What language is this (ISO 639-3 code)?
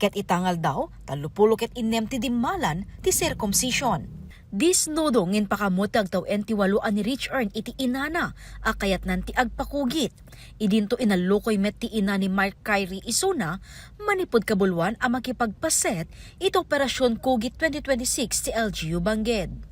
ilo